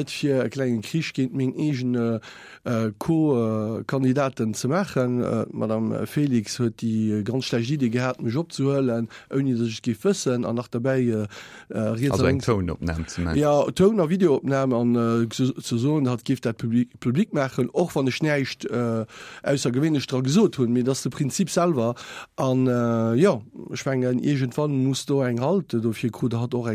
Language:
Luxembourgish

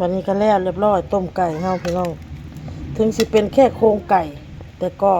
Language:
Northeastern Thai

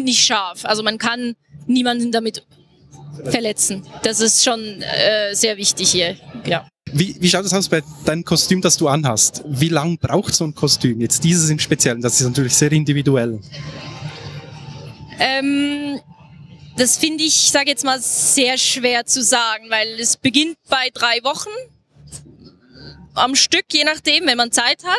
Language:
German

